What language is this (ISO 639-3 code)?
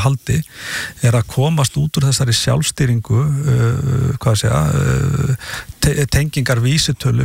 isl